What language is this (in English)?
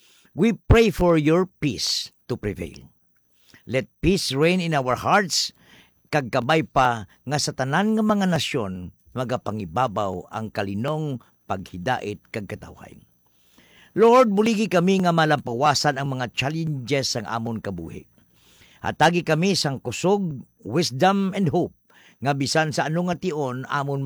Hiligaynon